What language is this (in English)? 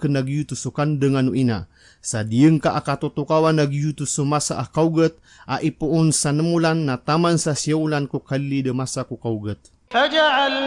Maranao